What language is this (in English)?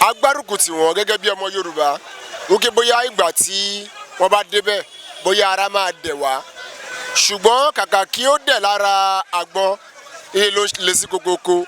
Yoruba